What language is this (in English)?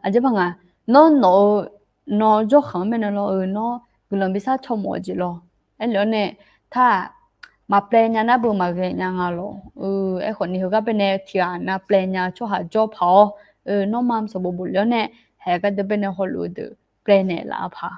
Akha